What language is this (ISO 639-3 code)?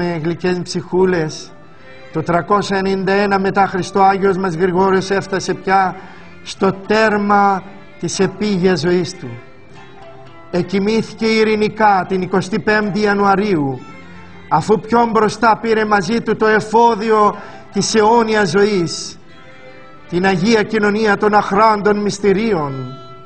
ell